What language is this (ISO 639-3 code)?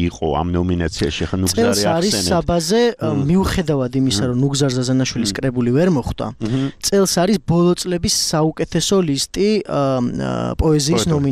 kat